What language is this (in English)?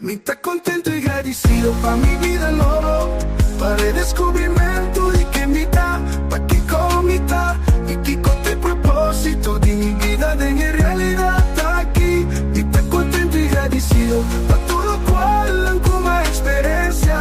Papiamento